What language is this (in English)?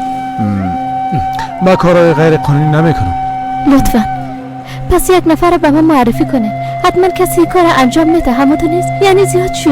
Persian